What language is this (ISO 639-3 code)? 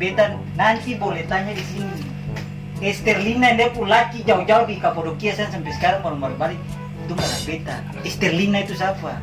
abs